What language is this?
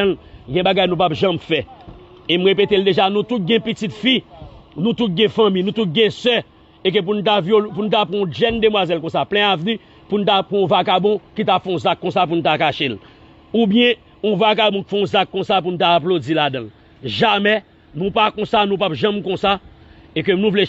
Haitian Creole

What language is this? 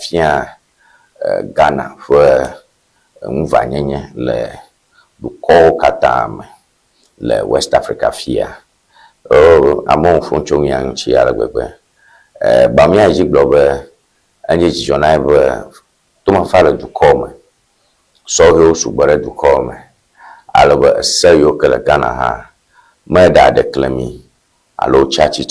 Ewe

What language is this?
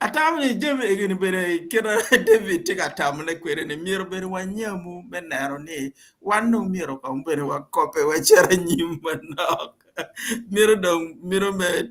Acoli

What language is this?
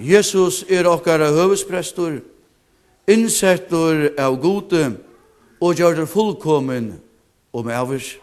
Faroese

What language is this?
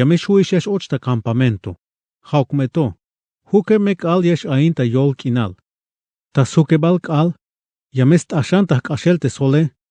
Tzeltal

